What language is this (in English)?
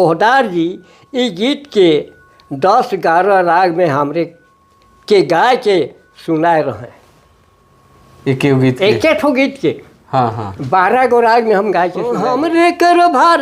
Sadri